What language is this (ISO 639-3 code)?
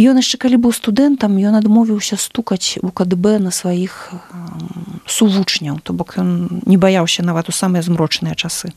bel